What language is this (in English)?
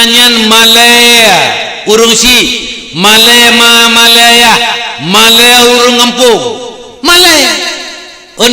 Achinese